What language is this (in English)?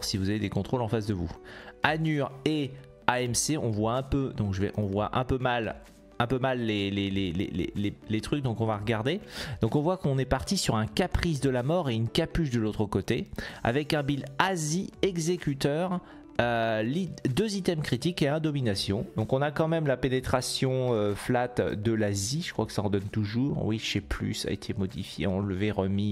French